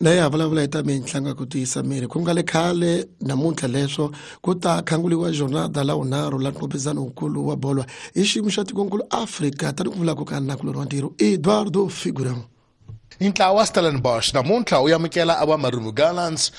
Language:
Tsonga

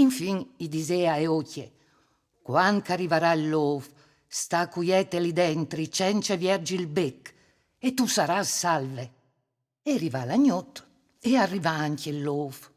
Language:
Friulian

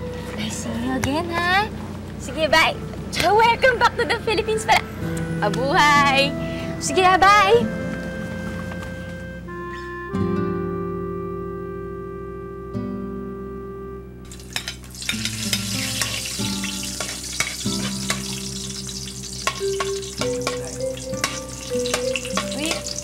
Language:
Filipino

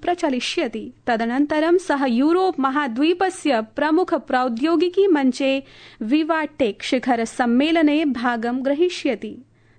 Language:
Sanskrit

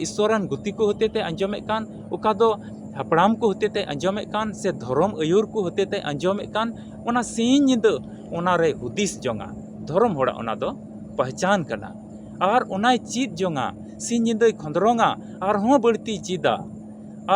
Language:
Santali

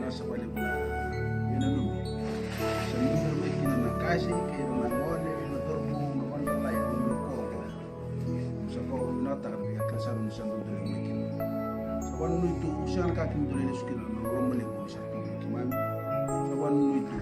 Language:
Fijian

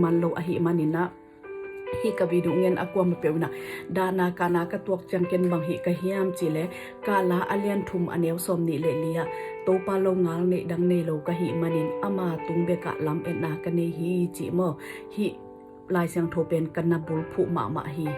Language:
Tedim Chin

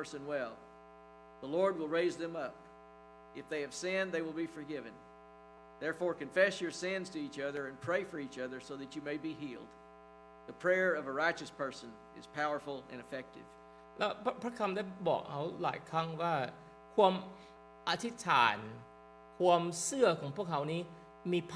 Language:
Lao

